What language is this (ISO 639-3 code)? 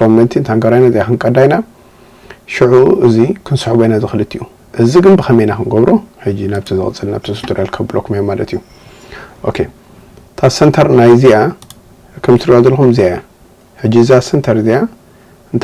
tir